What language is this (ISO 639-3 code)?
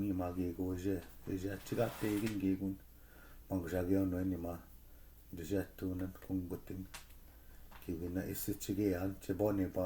ciw